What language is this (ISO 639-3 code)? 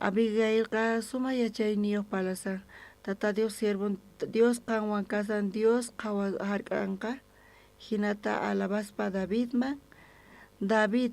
quh